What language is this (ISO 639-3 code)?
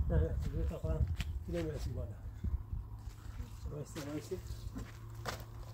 fas